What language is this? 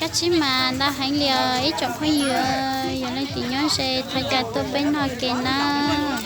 Hmong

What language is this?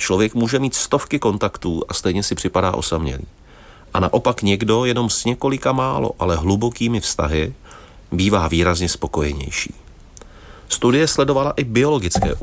Czech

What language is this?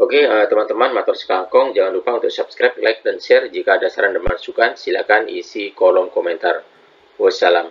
Madurese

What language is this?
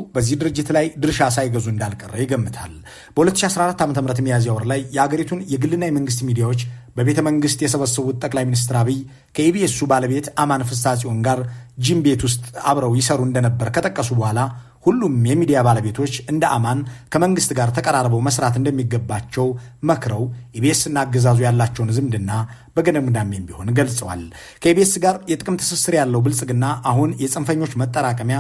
Amharic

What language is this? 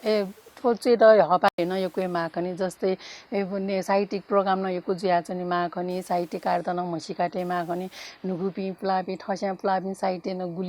Newari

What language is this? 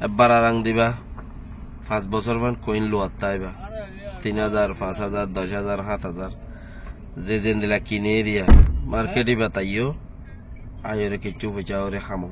Rohingya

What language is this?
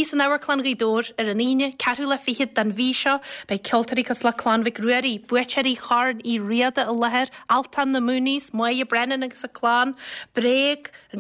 Irish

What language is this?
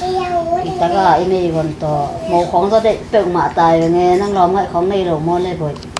Tedim Chin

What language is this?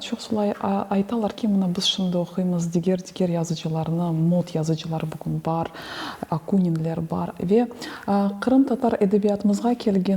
Crimean Tatar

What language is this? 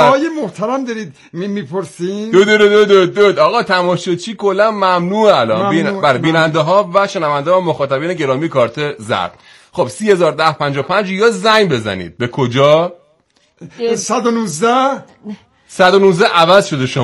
Persian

